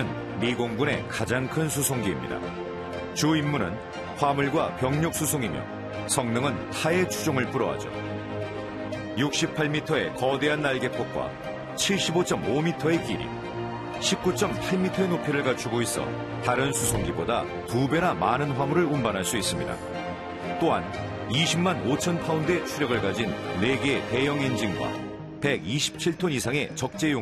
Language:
Korean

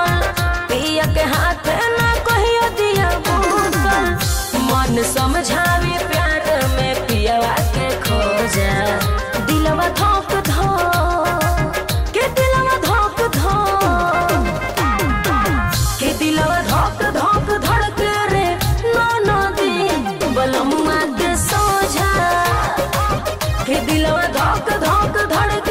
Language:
Bhojpuri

